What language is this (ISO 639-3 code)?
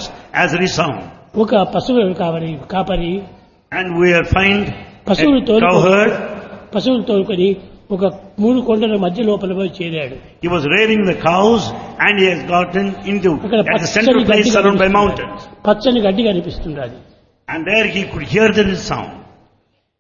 tel